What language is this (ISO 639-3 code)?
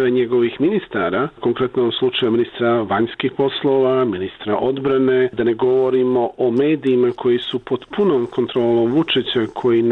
bos